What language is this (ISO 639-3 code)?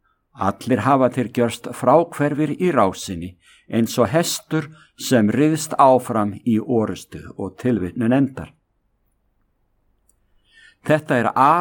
isl